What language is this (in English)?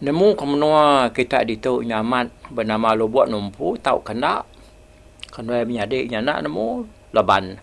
Iban